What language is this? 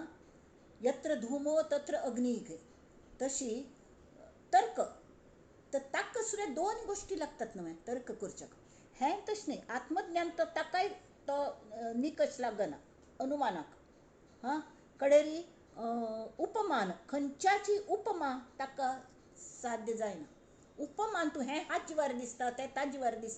Konkani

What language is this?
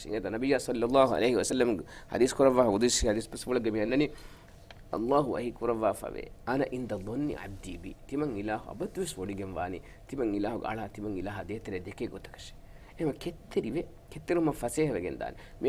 Divehi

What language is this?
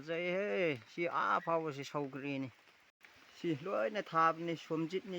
Manipuri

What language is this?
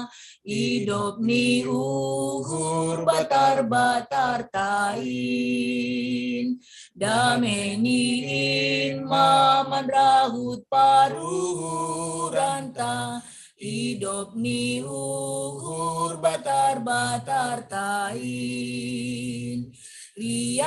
Batak Simalungun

